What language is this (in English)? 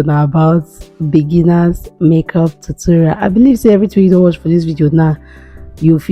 Nigerian Pidgin